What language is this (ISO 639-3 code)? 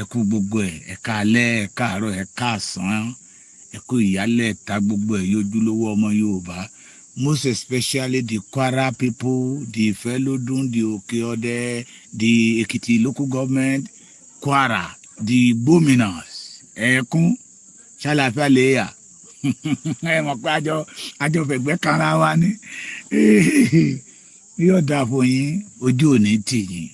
yor